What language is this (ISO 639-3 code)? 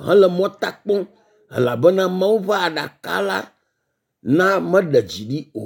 ewe